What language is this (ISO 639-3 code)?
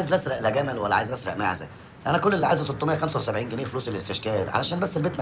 arz